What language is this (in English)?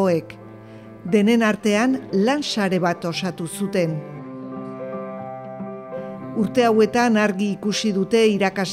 Basque